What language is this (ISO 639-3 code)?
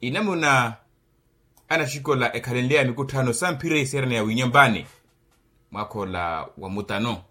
vmw